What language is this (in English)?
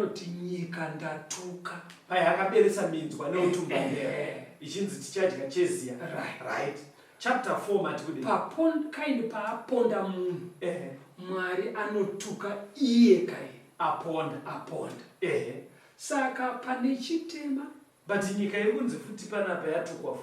Shona